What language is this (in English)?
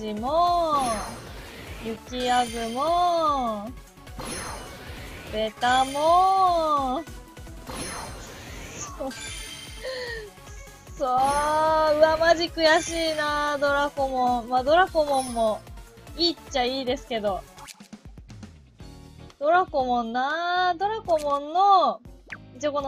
Japanese